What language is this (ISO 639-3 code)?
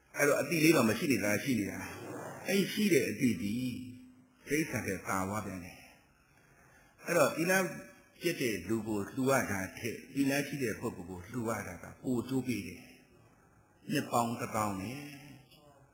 mya